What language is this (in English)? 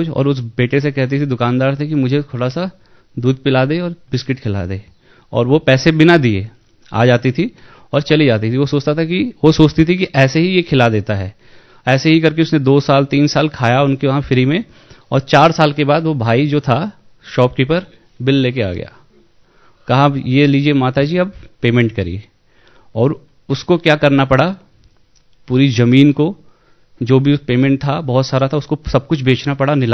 Hindi